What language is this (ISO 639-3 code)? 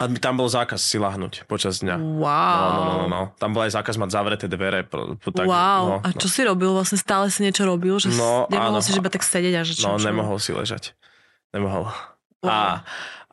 slk